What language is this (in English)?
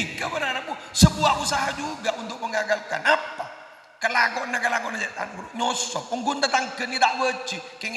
Madurese